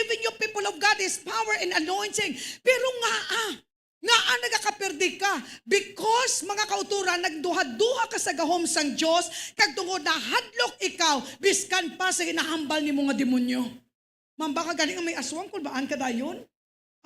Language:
Hiligaynon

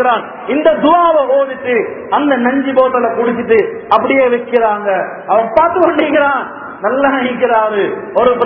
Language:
Tamil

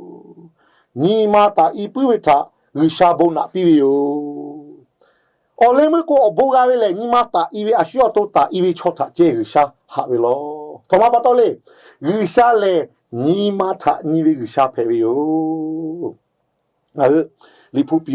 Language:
Lahu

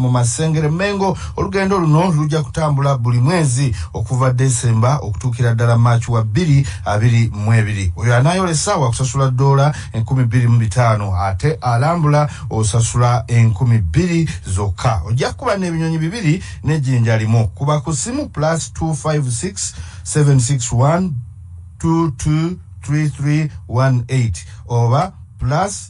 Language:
Ganda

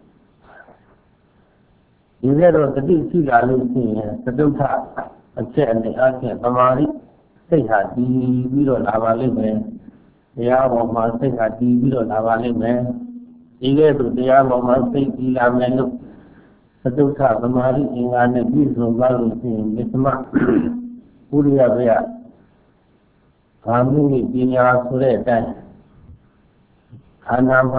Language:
Burmese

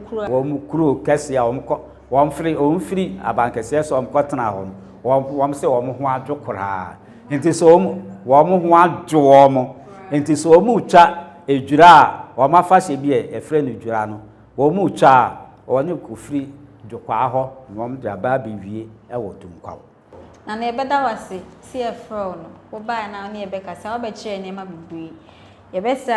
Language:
Akan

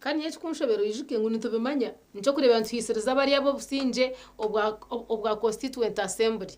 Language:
Nyankole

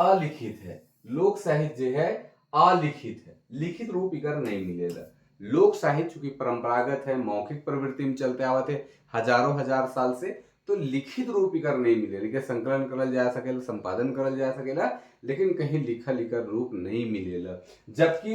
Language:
Sadri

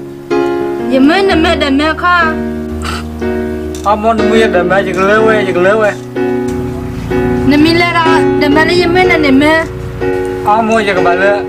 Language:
S'gaw Karen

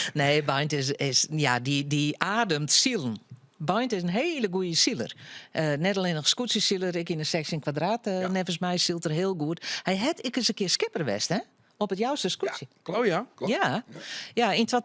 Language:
Western Frisian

